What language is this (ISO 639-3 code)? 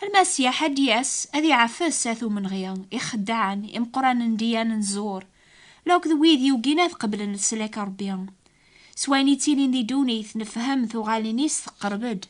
kab